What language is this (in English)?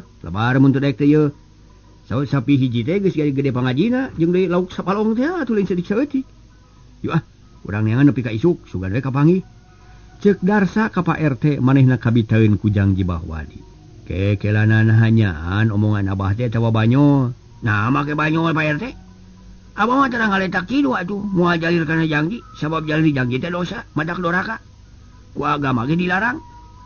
Sundanese